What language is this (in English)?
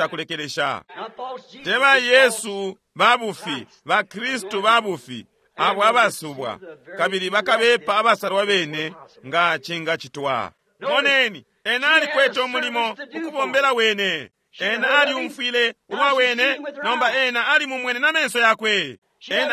Bemba